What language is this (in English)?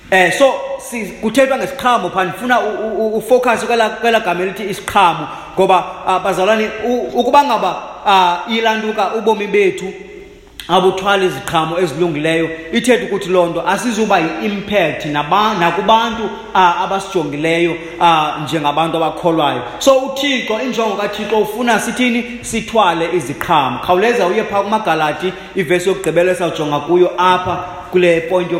Xhosa